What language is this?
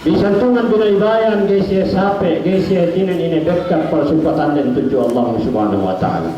Yakan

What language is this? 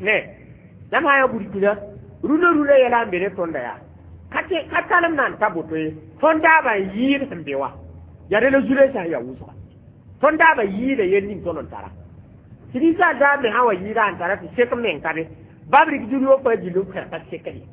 Mossi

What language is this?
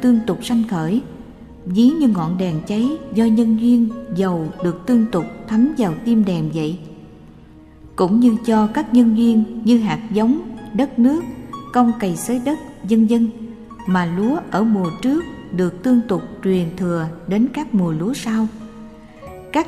Vietnamese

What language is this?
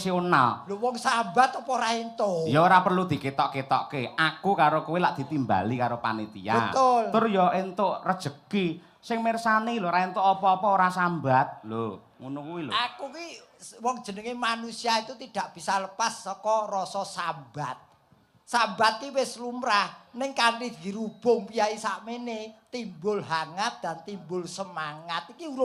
Javanese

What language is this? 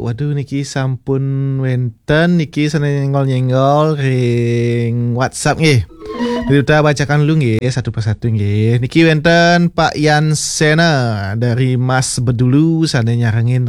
Balinese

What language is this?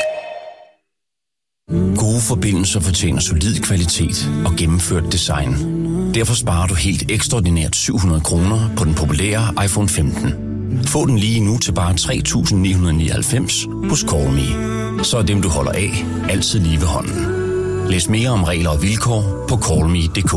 Danish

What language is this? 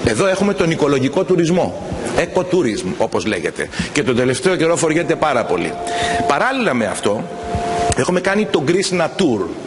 Greek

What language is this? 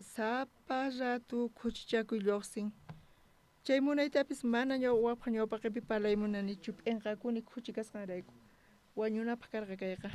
South Bolivian Quechua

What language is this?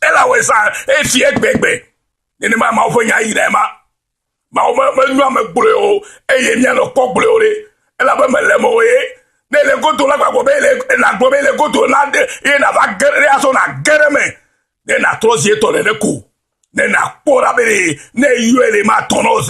Ewe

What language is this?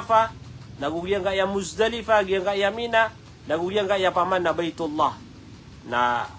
Maranao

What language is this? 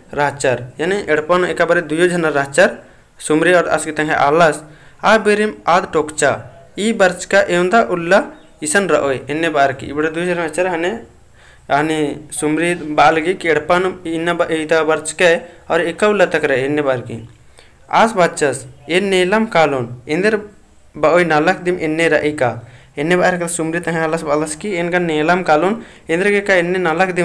Kurukh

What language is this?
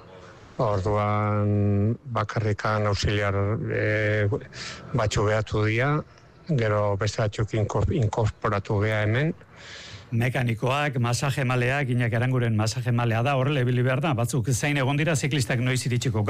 Basque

